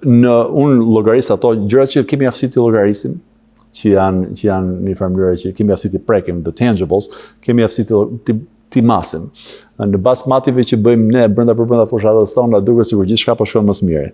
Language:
Albanian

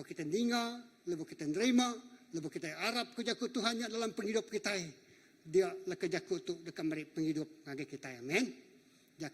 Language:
Iban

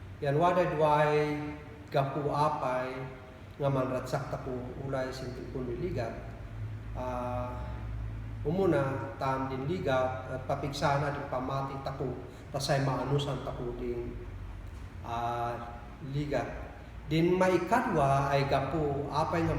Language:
Kankanaey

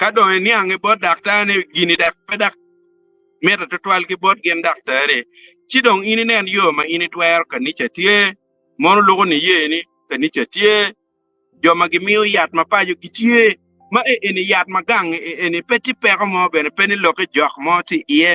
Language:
Acoli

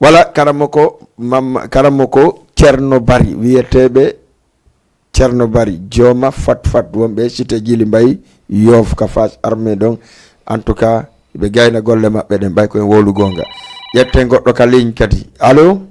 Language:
Fula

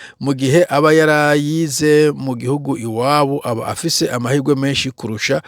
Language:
Rundi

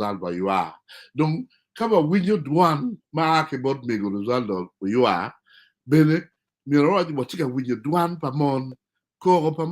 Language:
Acoli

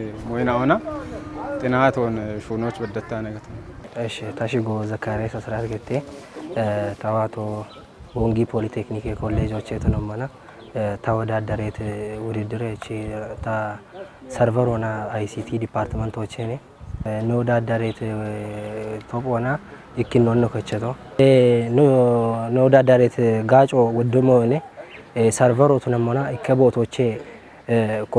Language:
Kafa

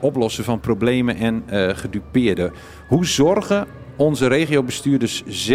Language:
Dutch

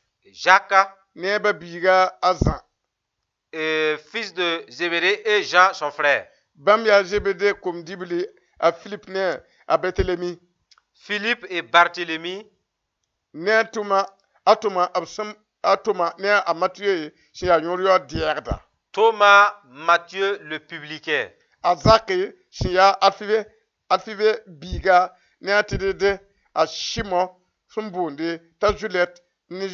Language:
Mossi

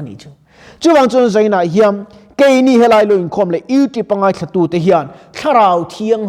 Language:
Mizo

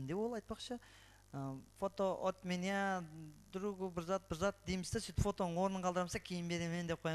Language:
Kara-Kalpak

